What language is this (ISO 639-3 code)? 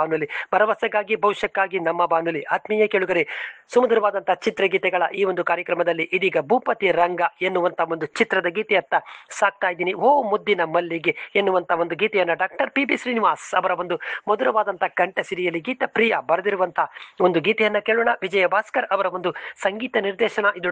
kan